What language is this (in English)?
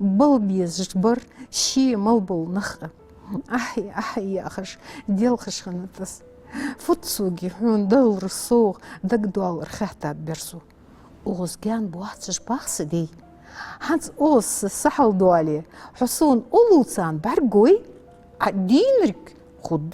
Ingush